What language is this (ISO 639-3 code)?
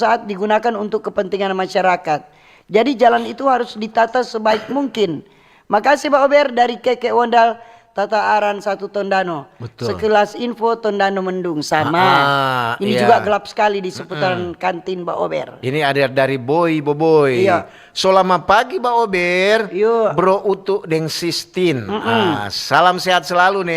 xmm